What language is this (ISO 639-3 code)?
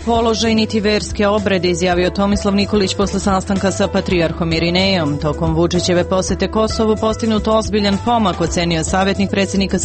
srp